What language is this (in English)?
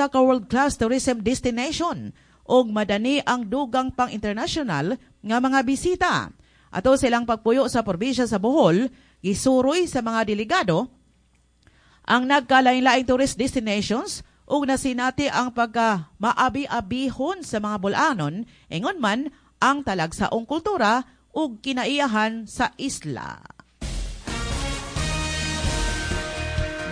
Cebuano